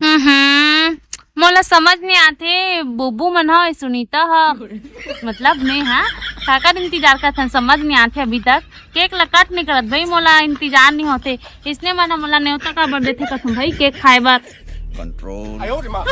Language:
Chhattisgarhi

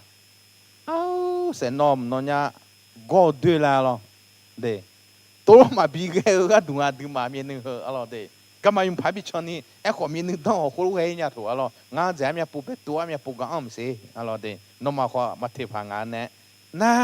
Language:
Akha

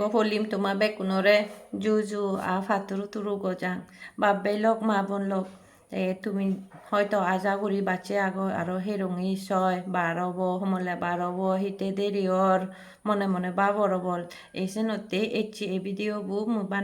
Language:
Chakma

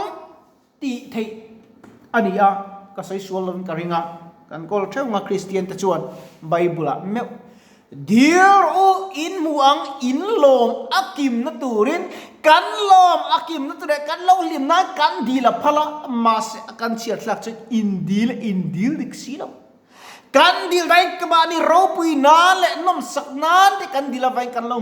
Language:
Mizo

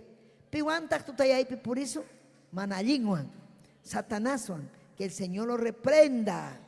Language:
Ayacucho Quechua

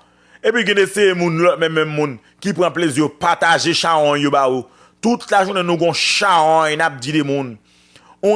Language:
Haitian Creole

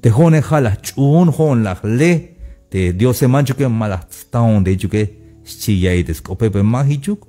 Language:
Tzeltal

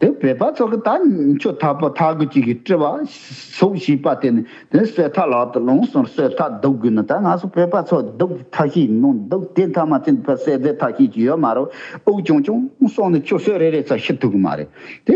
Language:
Tibetan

